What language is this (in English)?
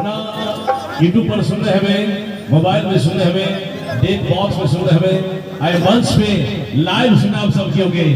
Maithili